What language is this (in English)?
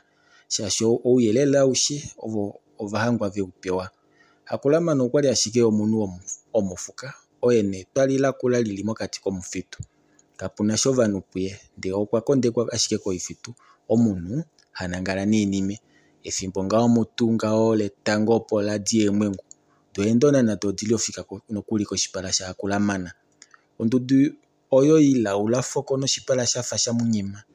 Kuanyama